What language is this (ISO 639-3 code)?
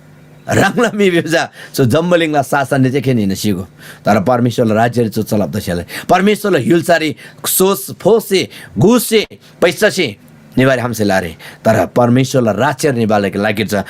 taj